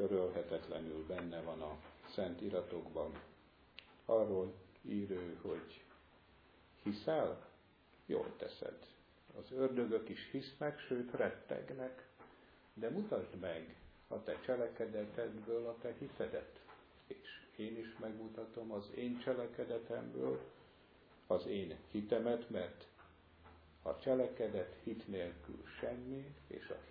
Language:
Hungarian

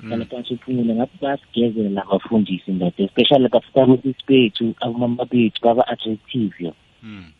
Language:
South Ndebele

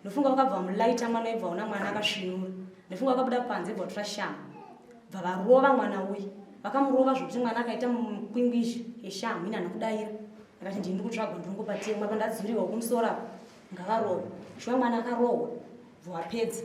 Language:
Shona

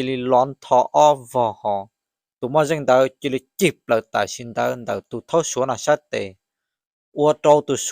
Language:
Hmong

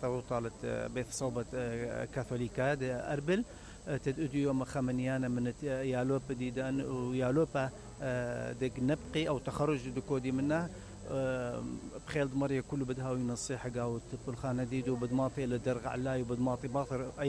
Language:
Mesopotamian Arabic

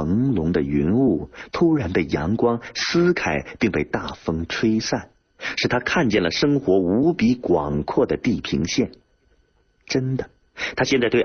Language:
Chinese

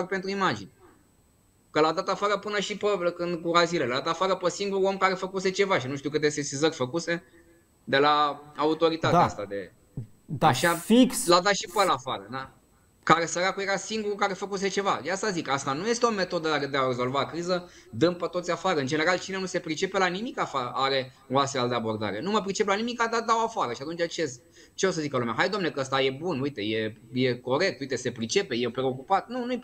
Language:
Romanian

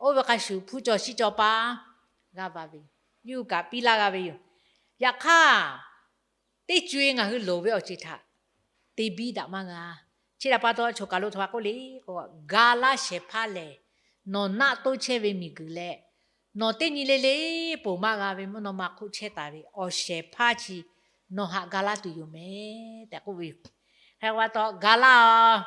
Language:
Lahu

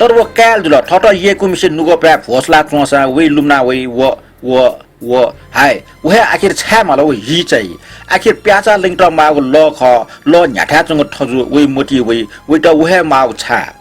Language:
Newari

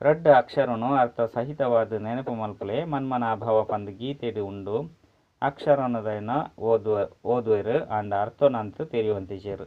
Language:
Tulu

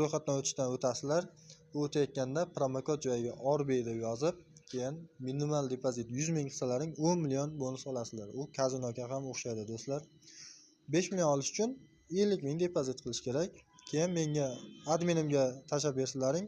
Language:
Uzbek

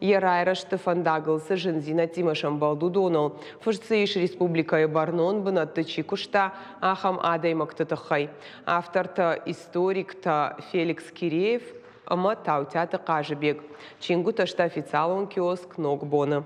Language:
Ossetic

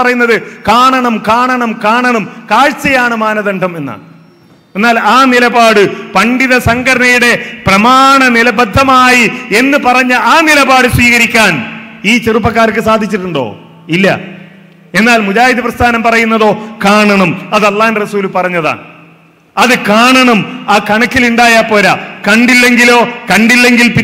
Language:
Malayalam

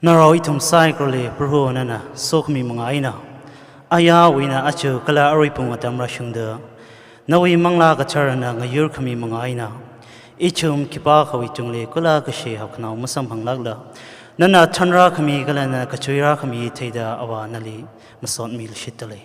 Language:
Tangkhul Naga (India)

